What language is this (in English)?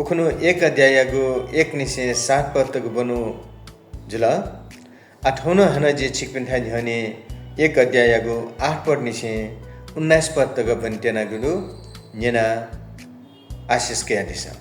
Newari